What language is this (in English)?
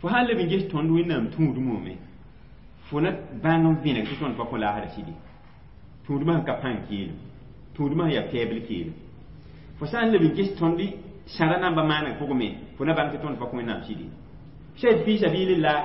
Mossi